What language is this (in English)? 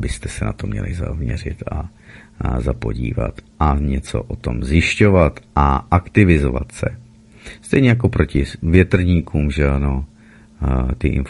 Czech